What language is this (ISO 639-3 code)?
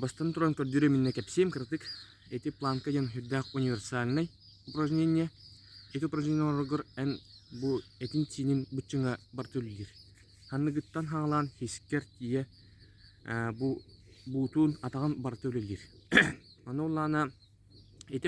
sah